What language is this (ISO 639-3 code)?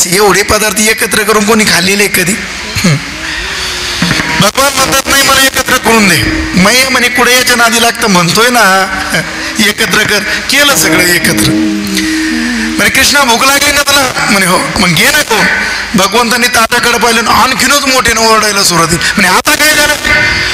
mar